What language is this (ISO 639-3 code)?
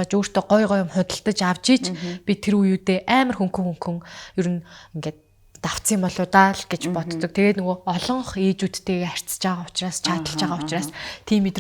mon